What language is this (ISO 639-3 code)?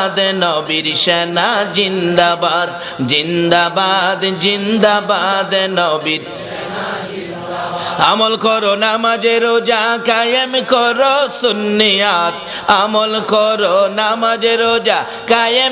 ben